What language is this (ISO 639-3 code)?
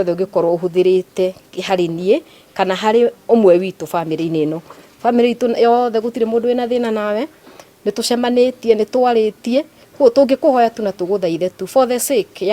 kik